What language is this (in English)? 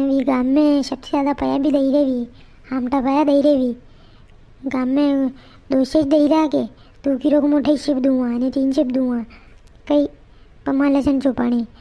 Rajasthani